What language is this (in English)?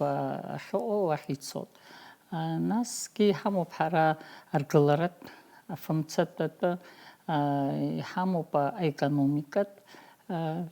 Abkhazian